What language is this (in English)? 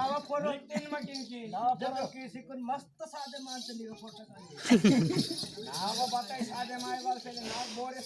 Adilabad Gondi